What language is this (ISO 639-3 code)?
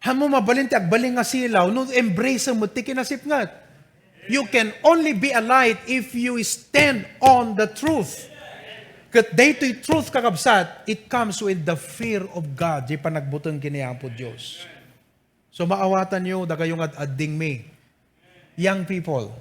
ilo